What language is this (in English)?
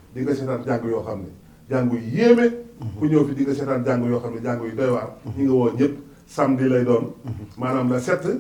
Wolof